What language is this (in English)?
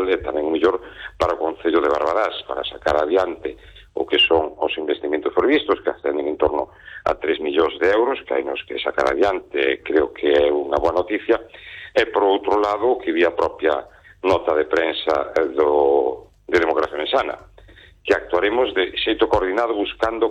Galician